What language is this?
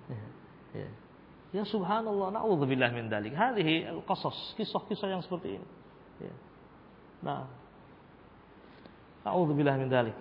Indonesian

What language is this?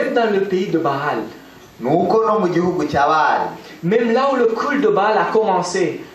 Kinyarwanda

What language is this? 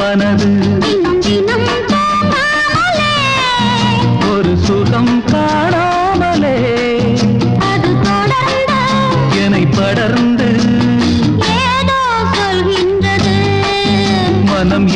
Tamil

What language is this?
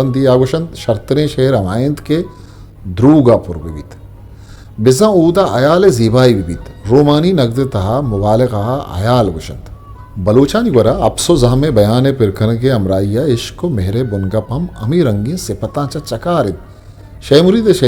Eastern Balochi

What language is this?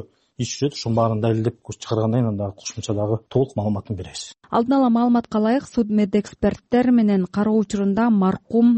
Kyrgyz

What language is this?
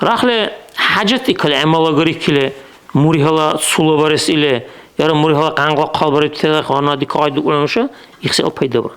Dargwa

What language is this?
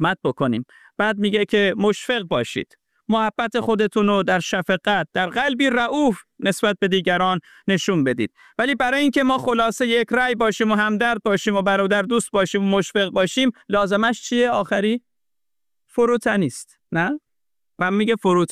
Persian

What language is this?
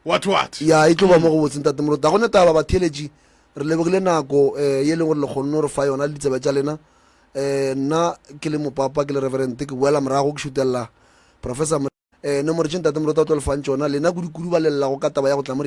Northern Sotho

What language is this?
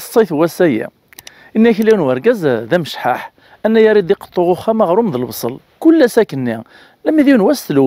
Kabyle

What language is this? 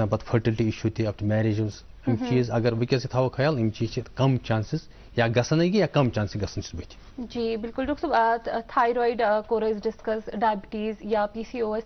Kashmiri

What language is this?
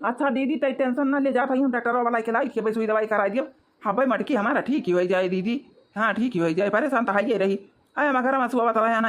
Awadhi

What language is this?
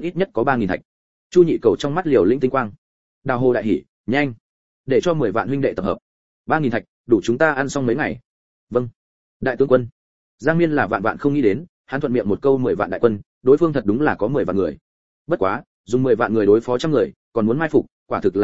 Vietnamese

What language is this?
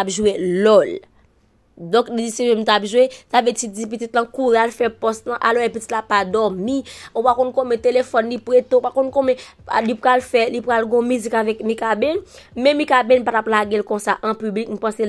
Haitian Creole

